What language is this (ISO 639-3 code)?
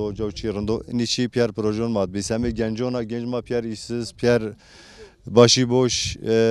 zza